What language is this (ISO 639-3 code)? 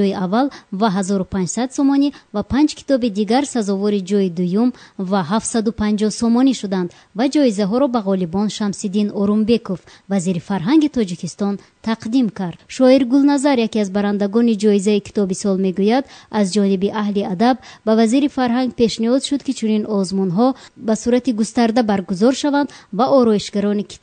tgk